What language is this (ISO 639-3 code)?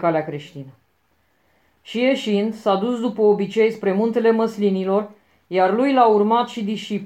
ron